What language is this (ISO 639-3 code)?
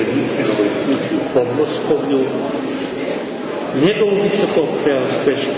srp